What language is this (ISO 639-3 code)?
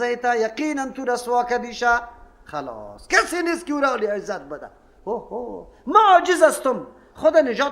fas